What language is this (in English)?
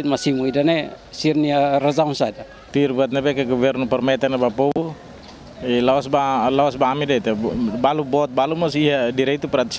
Tetum